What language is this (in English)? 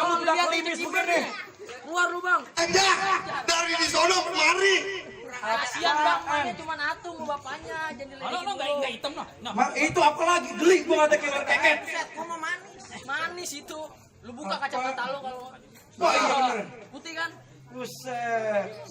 Betawi